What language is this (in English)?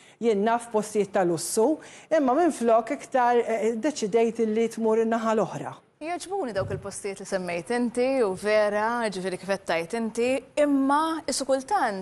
Maltese